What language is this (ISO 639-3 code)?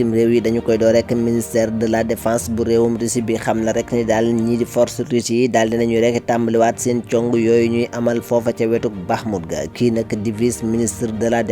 wol